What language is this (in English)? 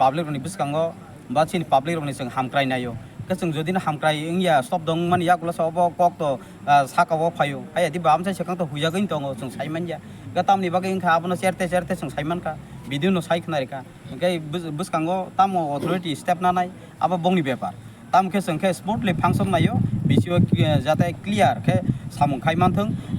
Kok Borok